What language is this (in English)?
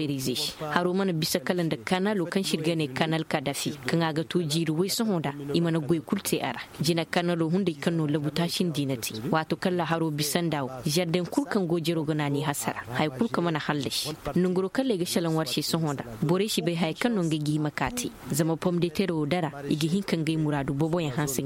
Koyraboro Senni